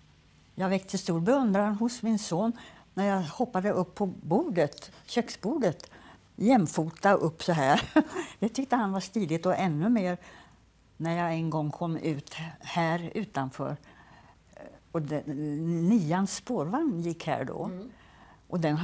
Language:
Swedish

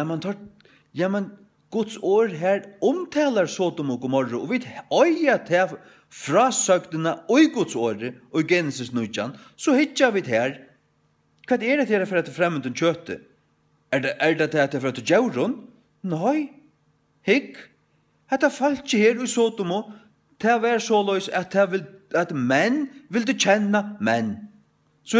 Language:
Faroese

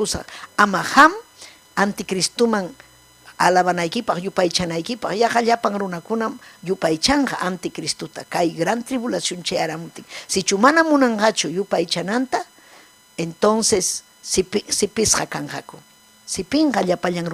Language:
Ayacucho Quechua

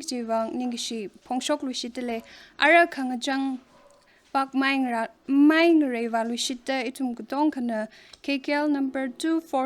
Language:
Tangkhul Naga (India)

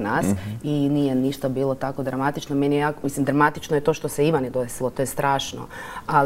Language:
Croatian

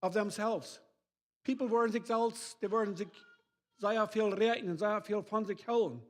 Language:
Plautdietsch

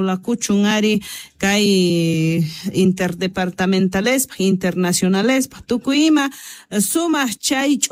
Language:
South Bolivian Quechua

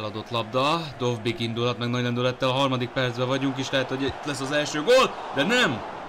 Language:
Hungarian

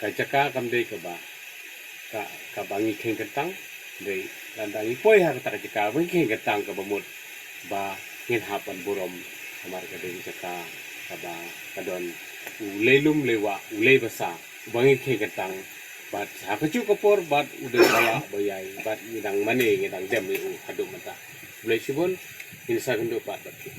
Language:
Khasi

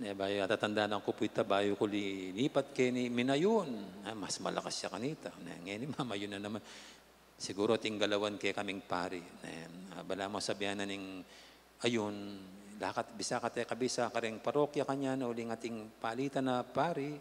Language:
Pampanga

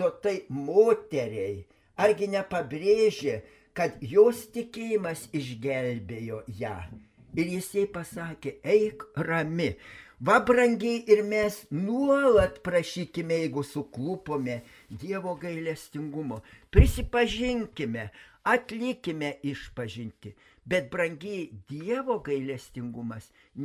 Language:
Lithuanian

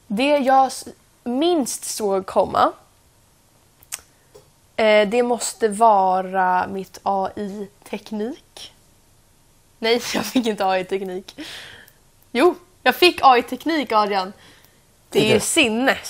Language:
Swedish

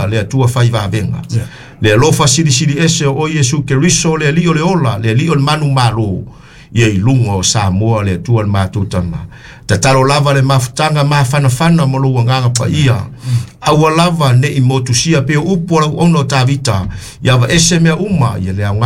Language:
Samoan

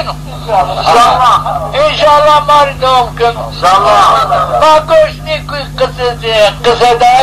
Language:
Zaza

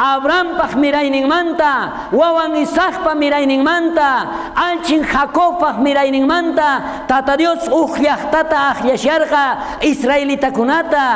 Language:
South Bolivian Quechua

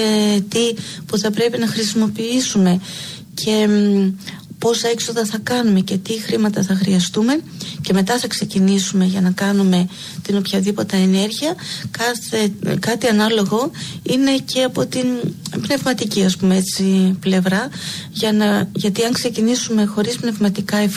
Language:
Greek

